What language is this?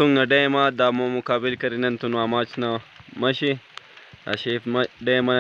Brahui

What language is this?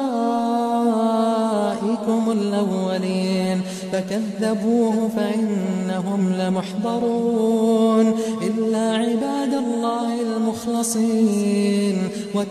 Arabic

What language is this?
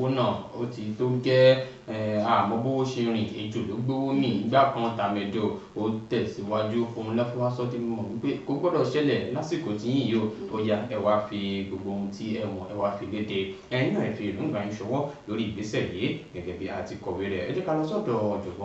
Yoruba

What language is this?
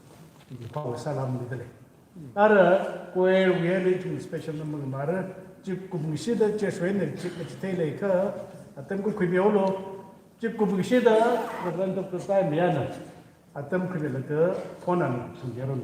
Tangkhul Naga (India)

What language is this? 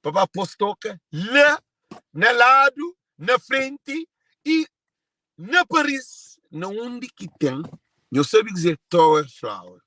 Kabuverdianu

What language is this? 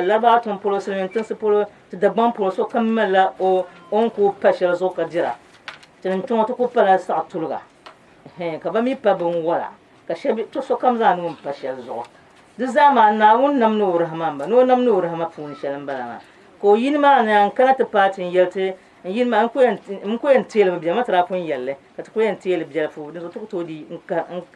Dagbani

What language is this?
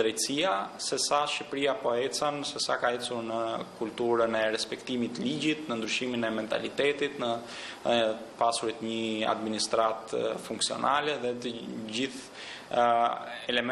Albanian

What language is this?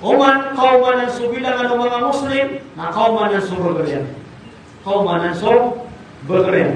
Maranao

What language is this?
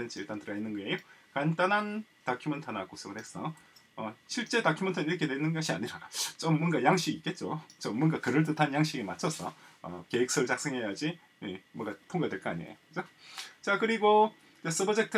Korean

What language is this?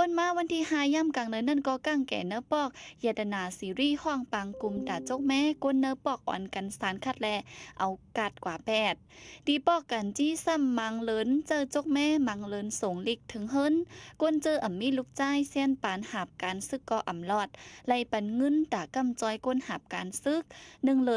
Shan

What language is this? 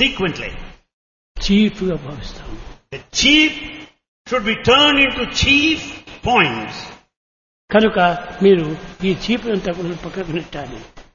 Telugu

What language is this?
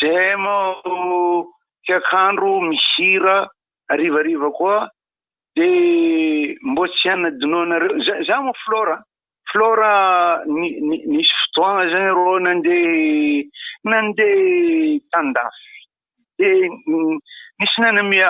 Malagasy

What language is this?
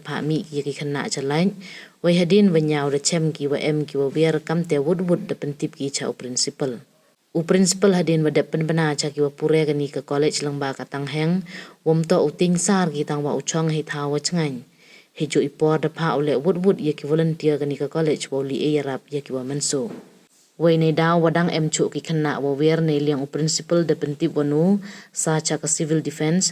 Pnar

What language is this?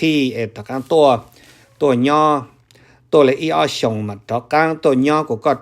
Hmong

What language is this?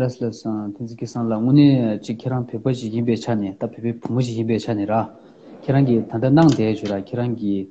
Tibetan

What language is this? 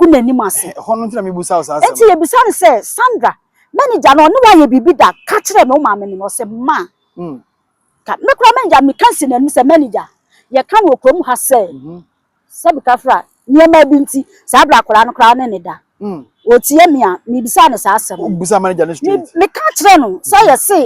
Akan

